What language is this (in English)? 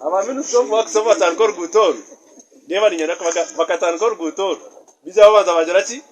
Nyankole